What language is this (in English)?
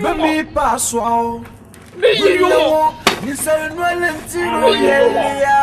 Dagbani